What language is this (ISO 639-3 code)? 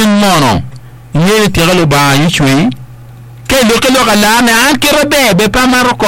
ach